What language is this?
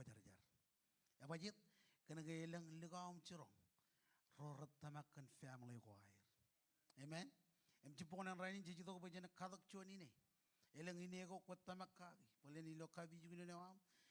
Marshallese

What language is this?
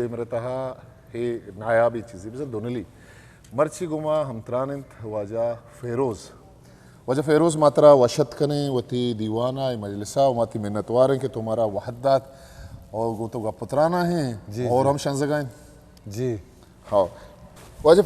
Eastern Balochi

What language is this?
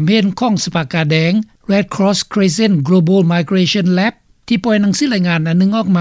Lao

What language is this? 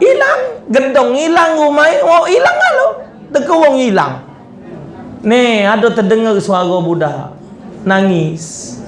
Musi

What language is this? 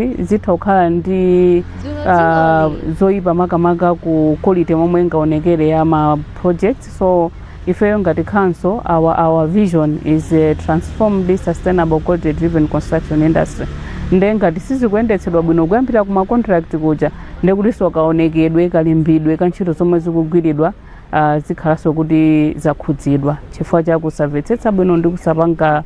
Nyanja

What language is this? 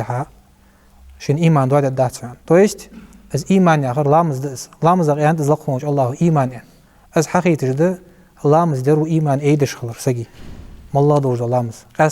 Ingush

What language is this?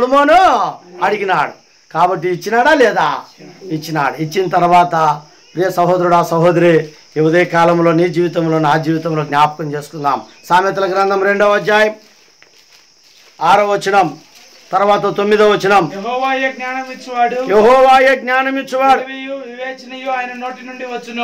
Telugu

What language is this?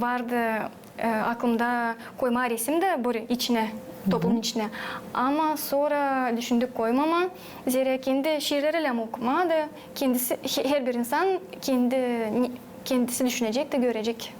Gagauz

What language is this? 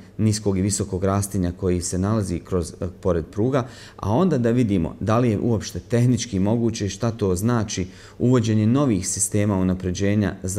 Bosnian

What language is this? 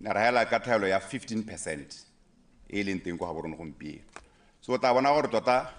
Tswana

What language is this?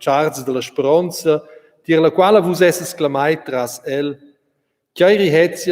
Romansh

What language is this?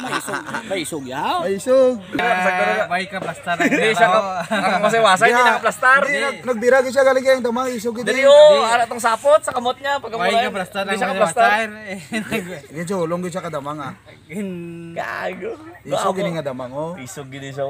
Cebuano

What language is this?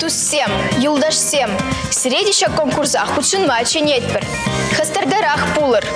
Chuvash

